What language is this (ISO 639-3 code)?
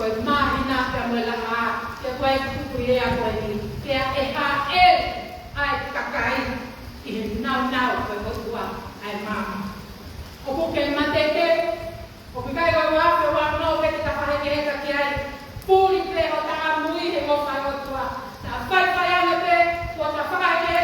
ton